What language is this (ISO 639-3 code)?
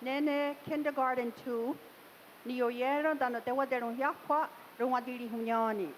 moh